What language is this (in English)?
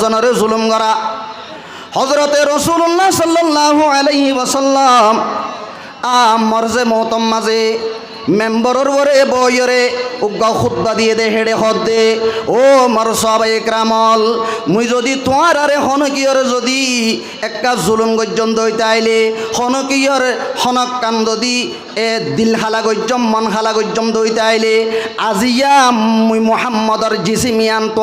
Rohingya